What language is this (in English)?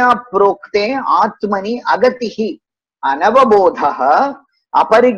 Sanskrit